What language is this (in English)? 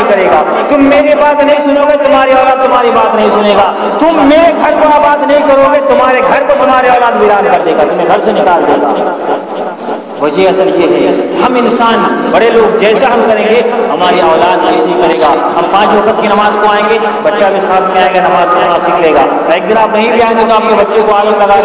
Urdu